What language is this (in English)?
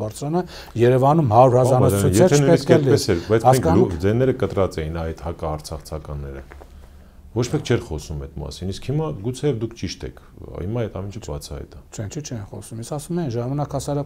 Armenian